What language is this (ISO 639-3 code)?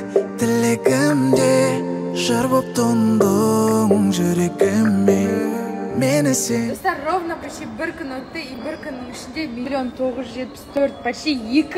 kaz